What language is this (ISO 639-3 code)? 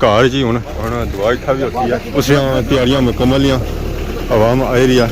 phr